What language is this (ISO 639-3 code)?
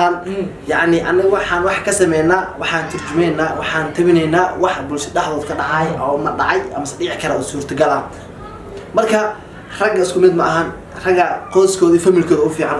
som